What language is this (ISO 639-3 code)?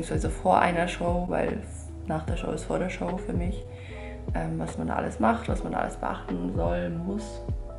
deu